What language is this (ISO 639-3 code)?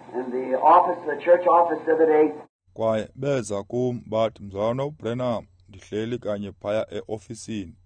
xho